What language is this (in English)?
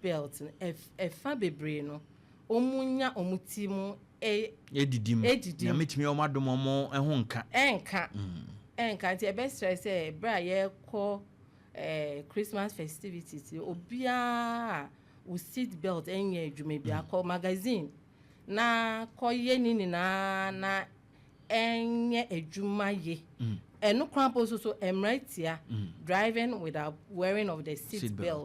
Akan